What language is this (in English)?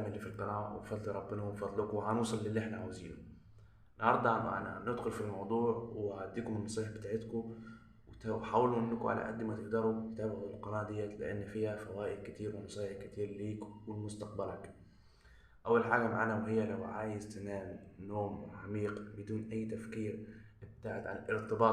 Egyptian Arabic